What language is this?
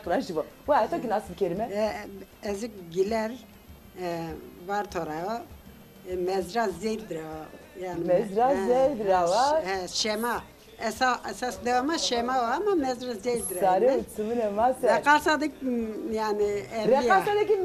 Zaza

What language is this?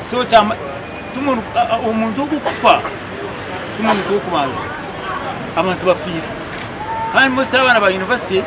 Nyankole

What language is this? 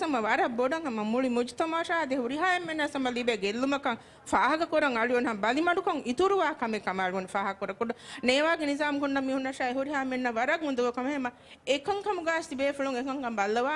Divehi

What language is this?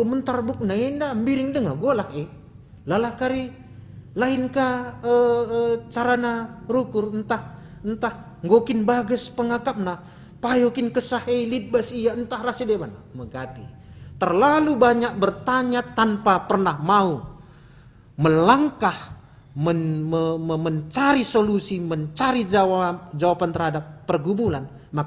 Batak Karo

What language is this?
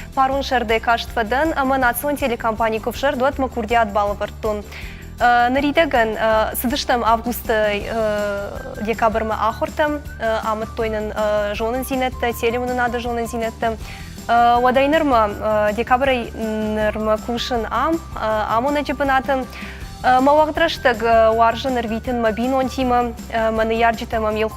Ossetic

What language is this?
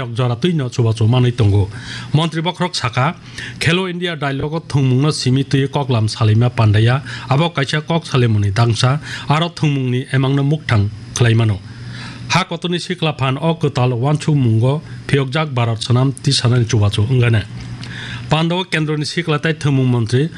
Kok Borok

